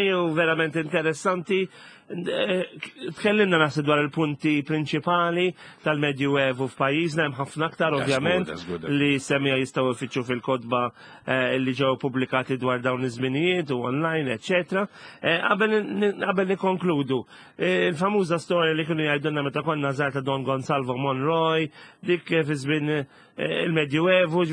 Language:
Maltese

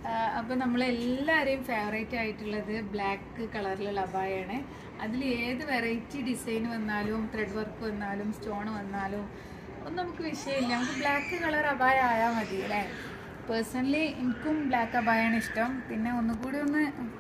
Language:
Malayalam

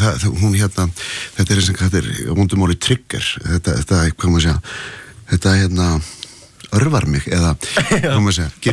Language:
Icelandic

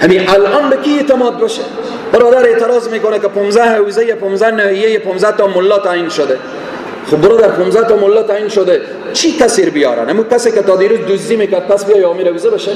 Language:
Persian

